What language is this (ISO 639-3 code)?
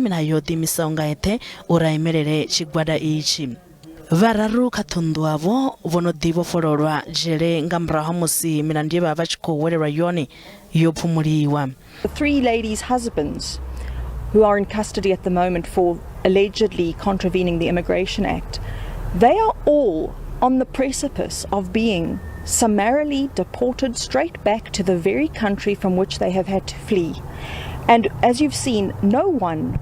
ven